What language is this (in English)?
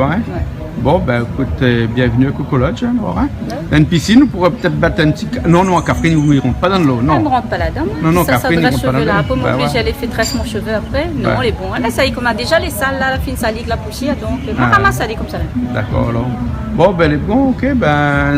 Réunion Creole French